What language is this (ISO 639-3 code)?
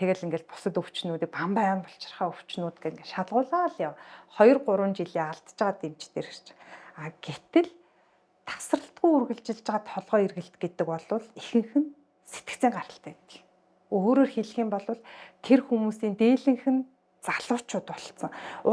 mon